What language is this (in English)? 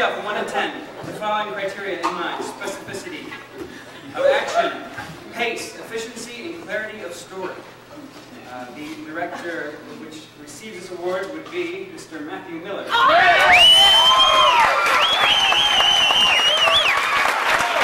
English